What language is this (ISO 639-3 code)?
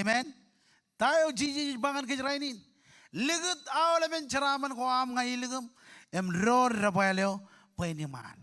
mah